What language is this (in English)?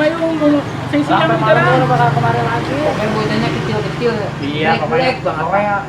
Betawi